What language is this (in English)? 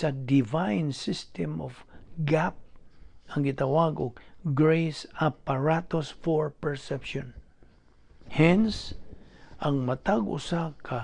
Cebuano